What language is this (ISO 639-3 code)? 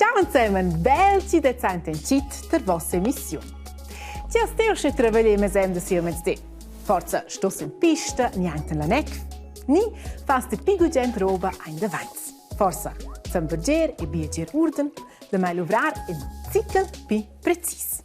roh